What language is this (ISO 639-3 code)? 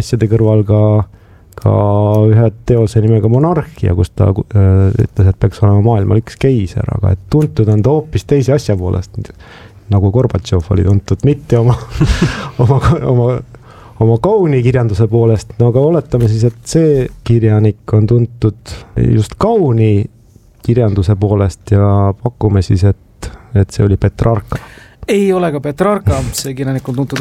est